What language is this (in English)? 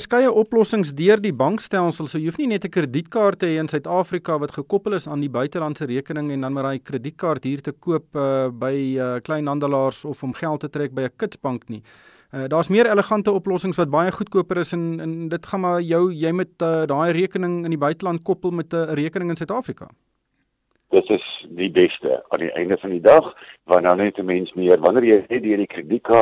Afrikaans